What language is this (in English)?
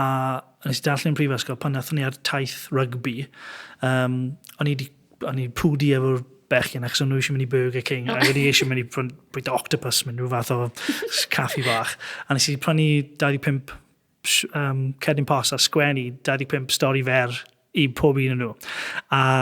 Welsh